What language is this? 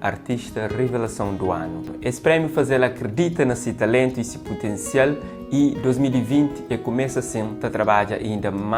Kabuverdianu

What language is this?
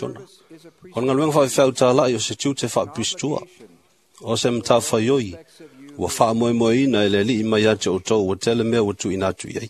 Samoan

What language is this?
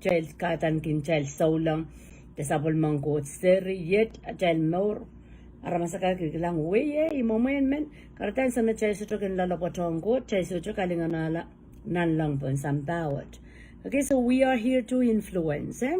Pohnpeian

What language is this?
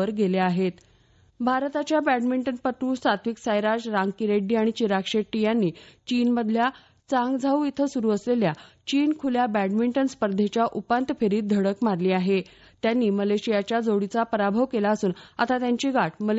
Marathi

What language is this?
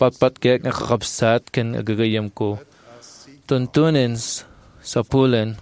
Iloko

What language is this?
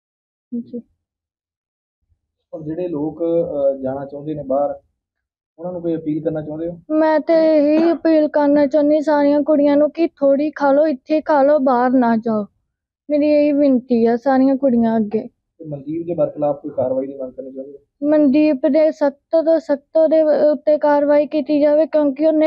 Punjabi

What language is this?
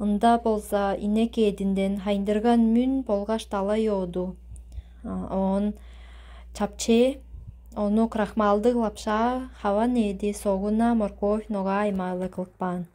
Tuvinian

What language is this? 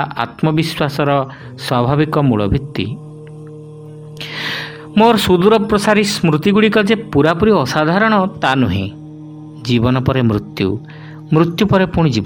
Odia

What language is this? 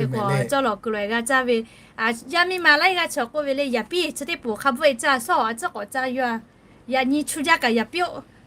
Lahu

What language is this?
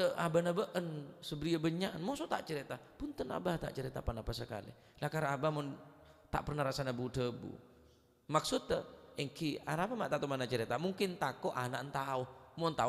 Madurese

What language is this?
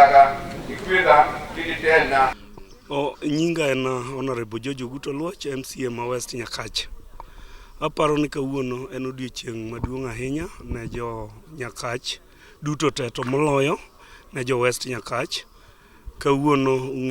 Luo (Kenya and Tanzania)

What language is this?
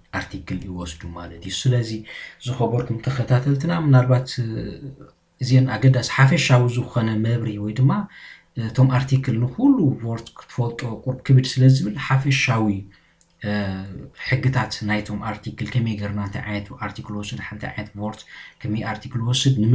Tigrinya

